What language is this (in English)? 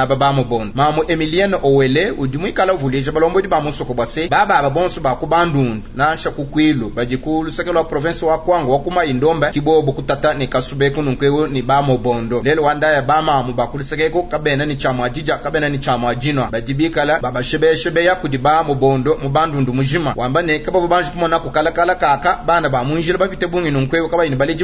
Luba-Lulua